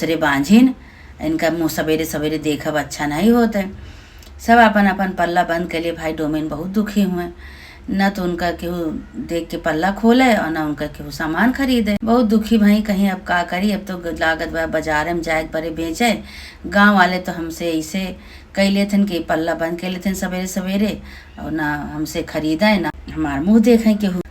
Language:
Awadhi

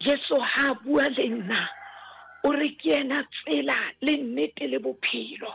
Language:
Southern Sotho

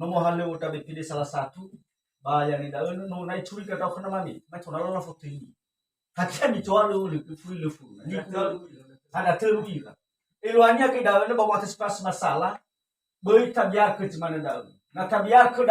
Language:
Nias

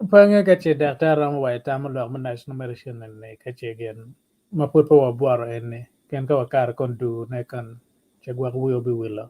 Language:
Acoli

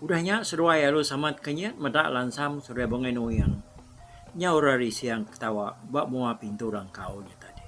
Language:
Iban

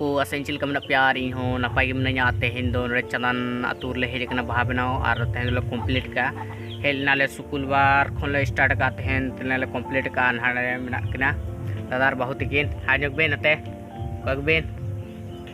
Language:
Santali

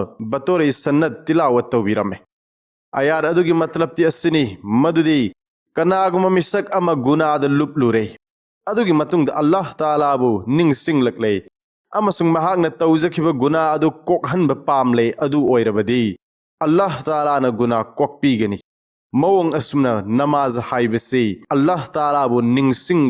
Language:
Manipuri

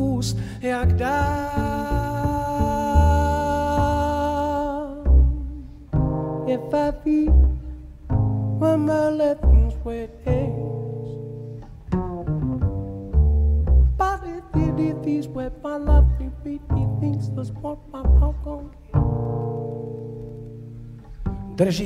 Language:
Czech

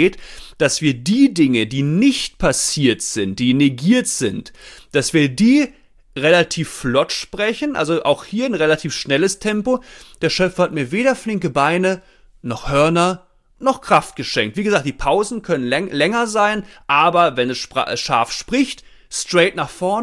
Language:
German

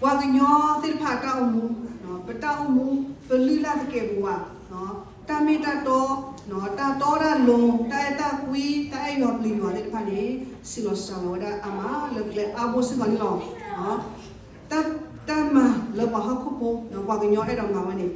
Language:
S'gaw Karen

